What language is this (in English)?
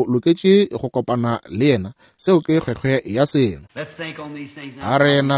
Northern Sotho